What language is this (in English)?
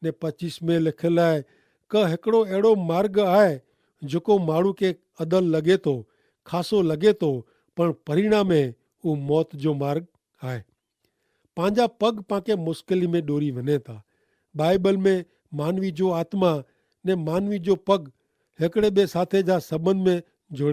Kachhi